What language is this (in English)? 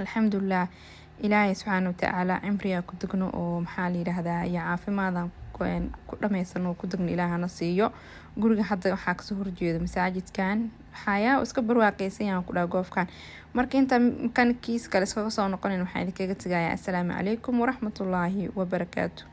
Somali